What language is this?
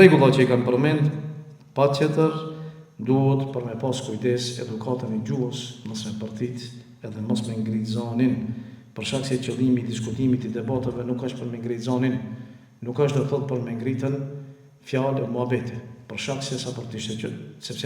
Albanian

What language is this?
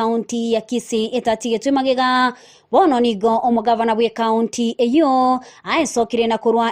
Gusii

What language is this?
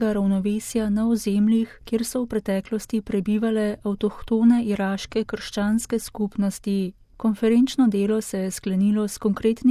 Slovenian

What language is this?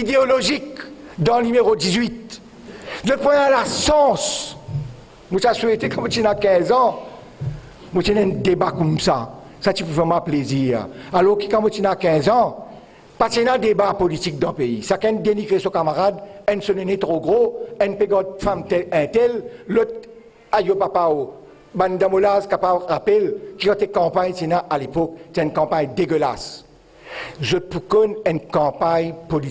Morisyen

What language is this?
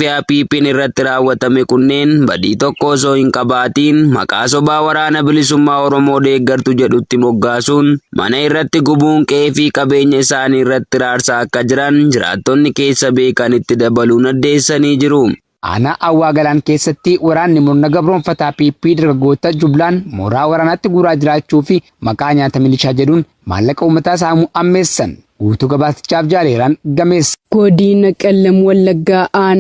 Oromo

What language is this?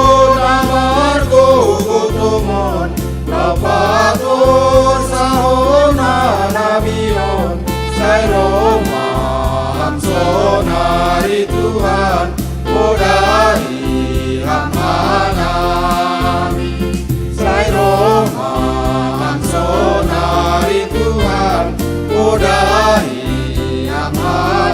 Batak Simalungun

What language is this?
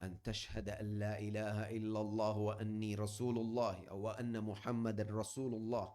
Divehi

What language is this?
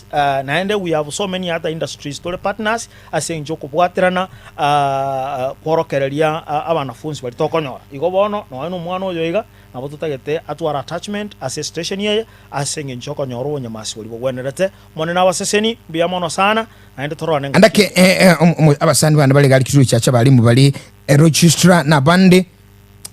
Gusii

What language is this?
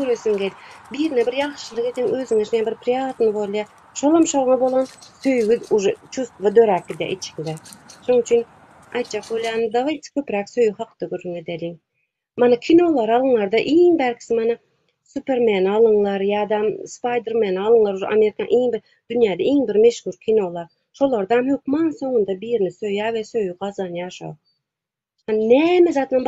Turkmen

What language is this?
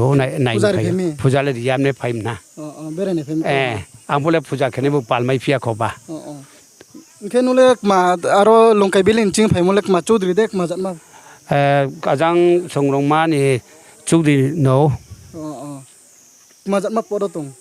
Riang (India)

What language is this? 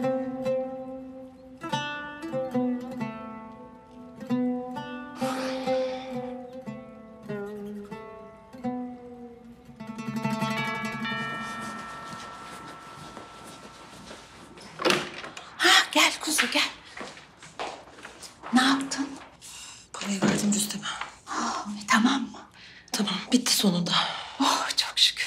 Turkish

